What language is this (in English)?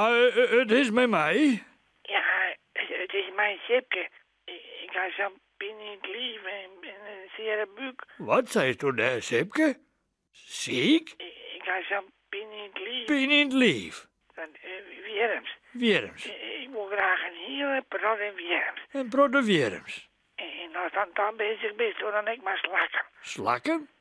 Western Frisian